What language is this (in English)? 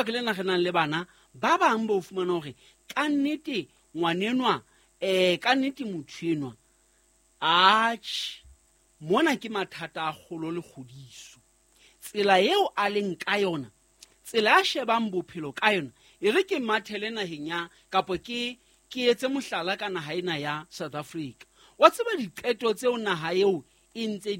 Southern Sotho